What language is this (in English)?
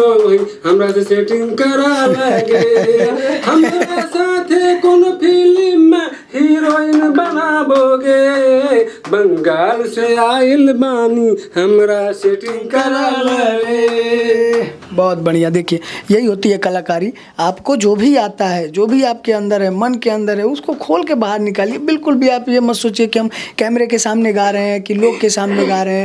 Bhojpuri